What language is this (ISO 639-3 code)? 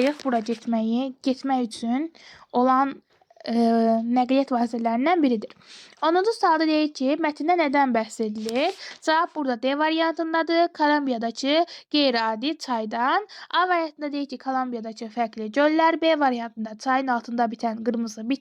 aze